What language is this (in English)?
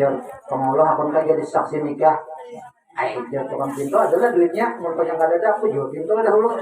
Banjar